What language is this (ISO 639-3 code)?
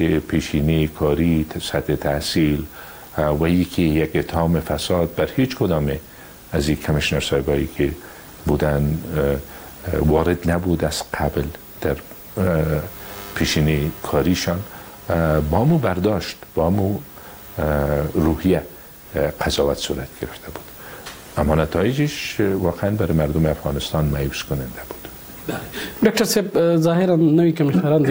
fas